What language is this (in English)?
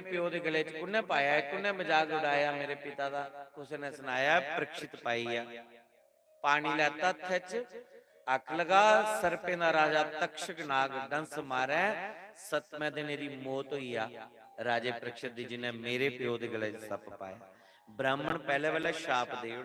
Dogri